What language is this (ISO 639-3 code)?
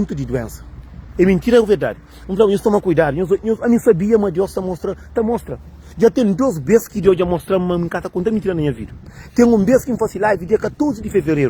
kea